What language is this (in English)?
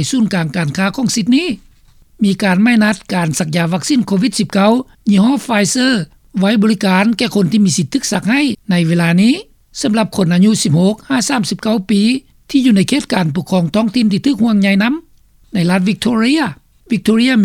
Lao